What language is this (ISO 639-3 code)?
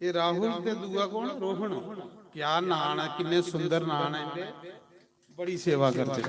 doi